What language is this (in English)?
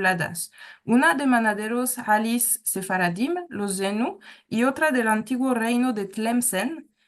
Ladino